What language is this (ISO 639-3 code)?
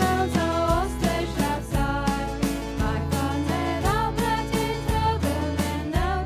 pdt